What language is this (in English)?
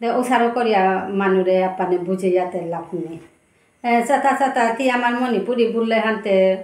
Bishnupriya